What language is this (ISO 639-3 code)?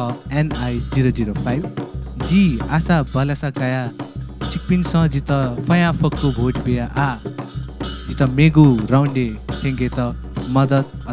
new